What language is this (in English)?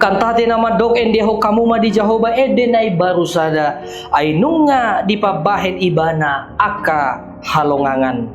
Batak Toba